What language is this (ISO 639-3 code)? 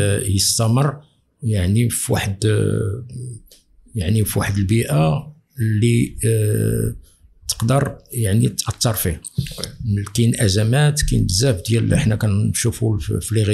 ary